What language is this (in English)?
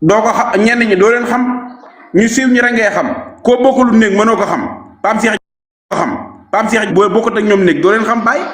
Wolof